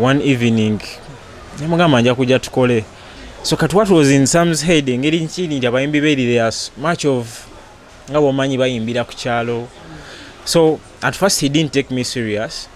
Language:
Ganda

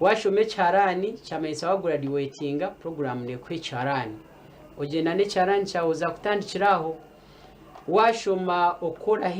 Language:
Nyankole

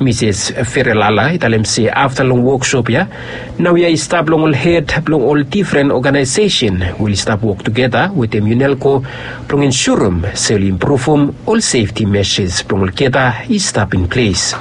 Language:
Bislama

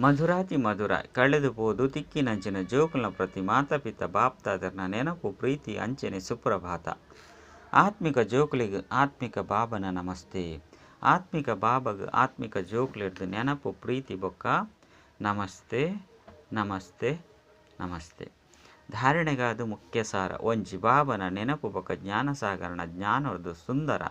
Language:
Tulu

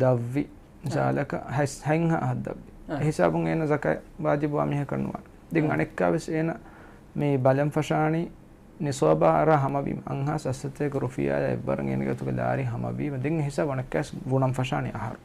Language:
Divehi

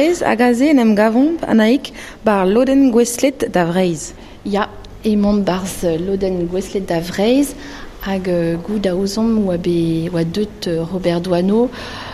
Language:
Breton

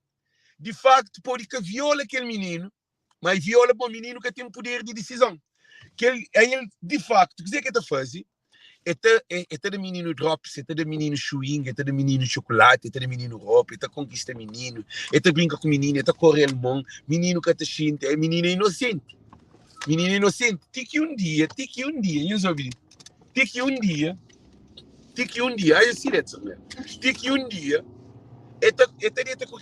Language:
Kabuverdianu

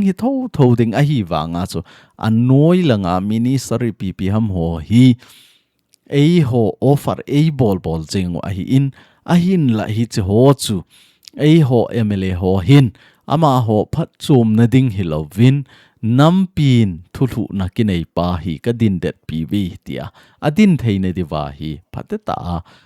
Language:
Thado Chin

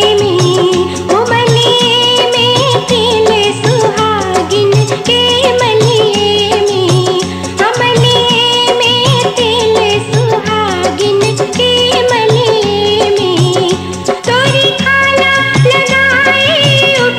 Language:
Bhojpuri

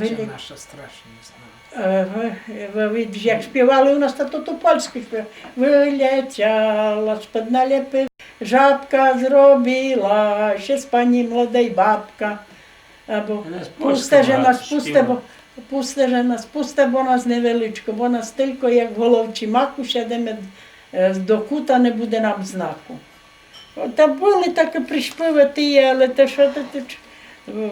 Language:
Rusyn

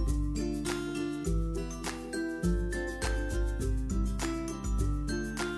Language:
Marathi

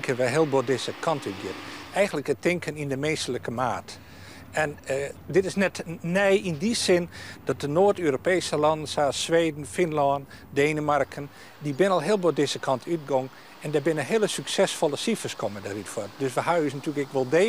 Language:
Western Frisian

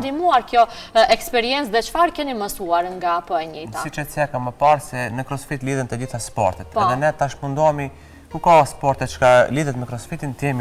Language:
Albanian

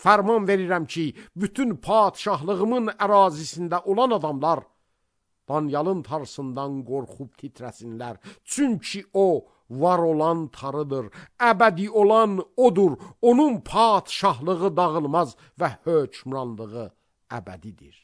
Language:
Azerbaijani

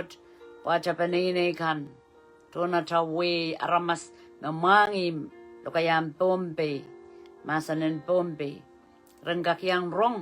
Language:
Pohnpeian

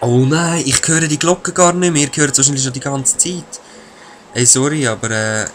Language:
Swiss German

